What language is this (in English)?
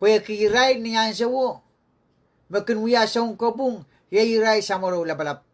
Pohnpeian